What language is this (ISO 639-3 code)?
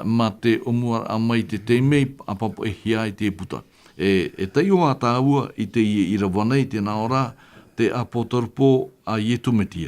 tah